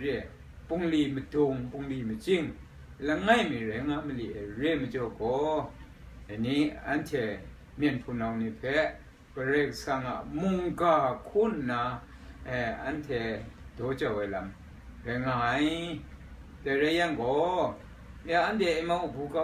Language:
Kachin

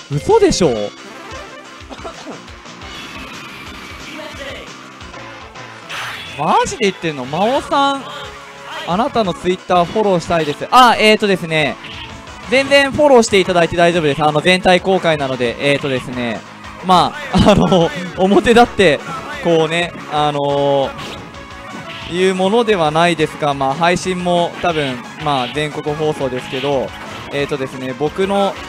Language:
Japanese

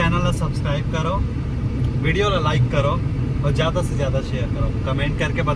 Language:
Chhattisgarhi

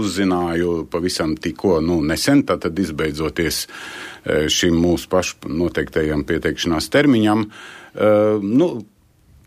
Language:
Latvian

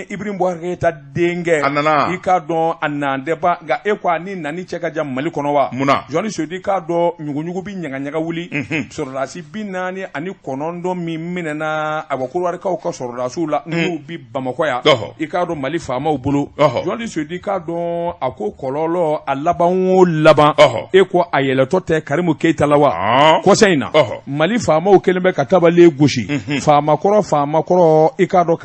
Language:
Bambara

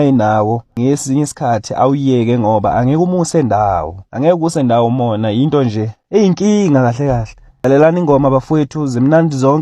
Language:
Zulu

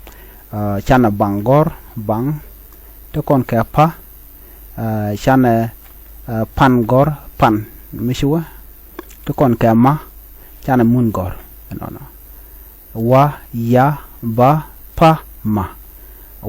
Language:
Nuer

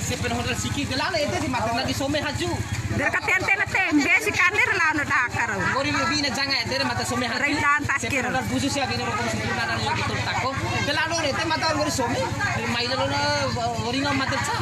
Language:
Bima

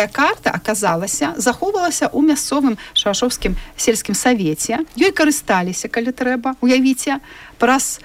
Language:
Belarusian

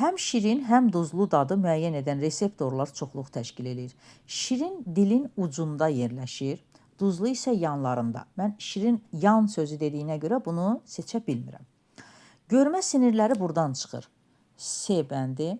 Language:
Azerbaijani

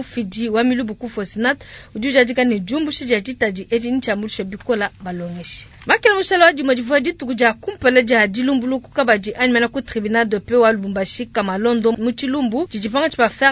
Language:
Luba-Lulua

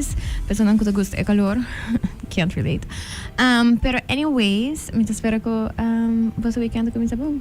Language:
Papiamento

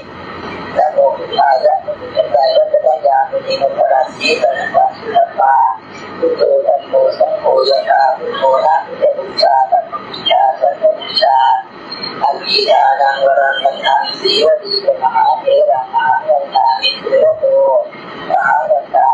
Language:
Pali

